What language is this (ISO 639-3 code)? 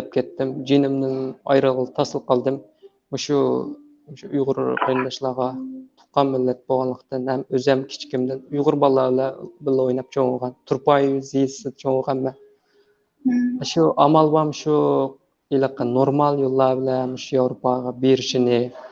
uig